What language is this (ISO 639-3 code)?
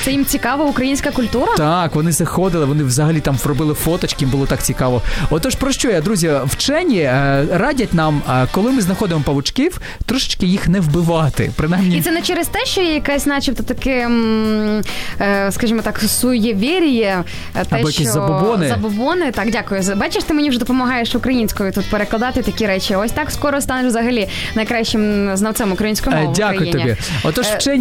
ukr